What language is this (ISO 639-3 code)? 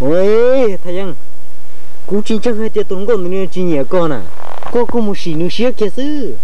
hmn